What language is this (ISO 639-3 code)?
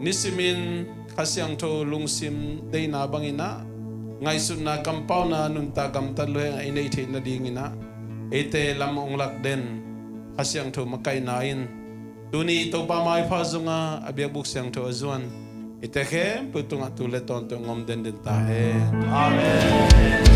ctd